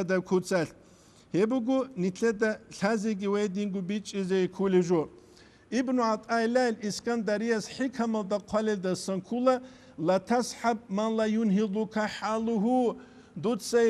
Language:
Avaric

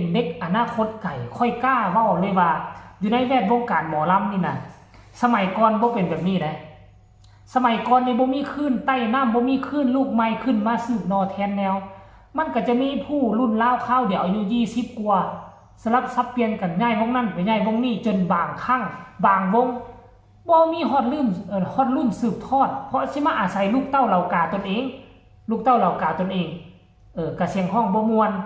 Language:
Northeastern Thai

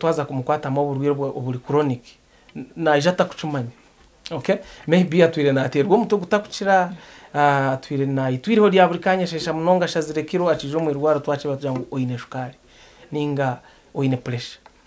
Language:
Nyankole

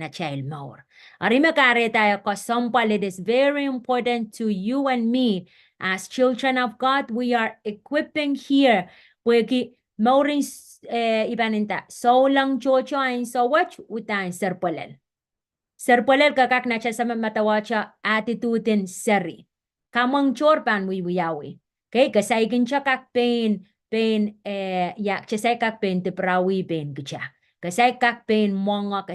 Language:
Pohnpeian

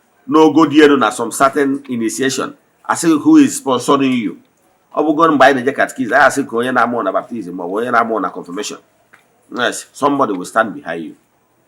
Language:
Igbo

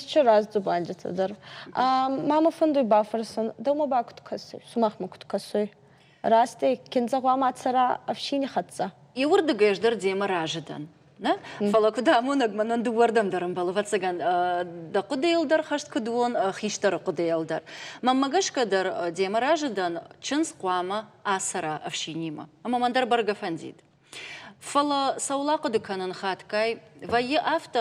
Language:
Ossetic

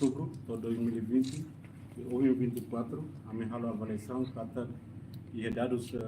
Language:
Tetum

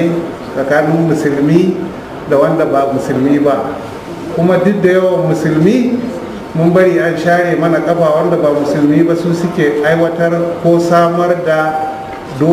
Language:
Hausa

